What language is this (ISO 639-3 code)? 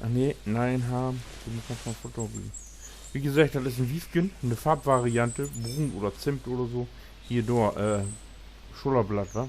nds